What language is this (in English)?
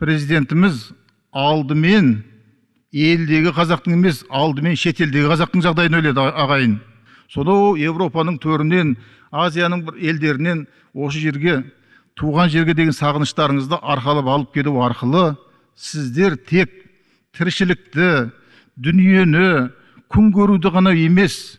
Kazakh